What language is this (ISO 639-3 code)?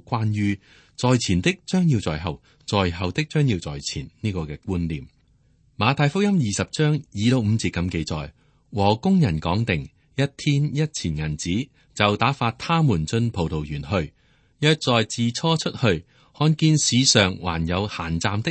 yue